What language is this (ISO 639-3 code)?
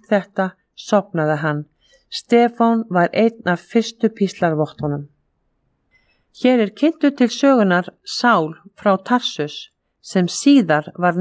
isl